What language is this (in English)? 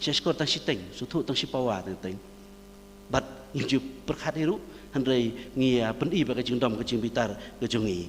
Khasi